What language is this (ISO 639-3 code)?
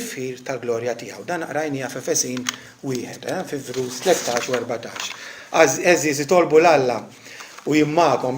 mlt